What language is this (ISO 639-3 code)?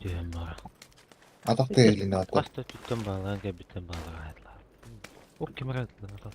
sah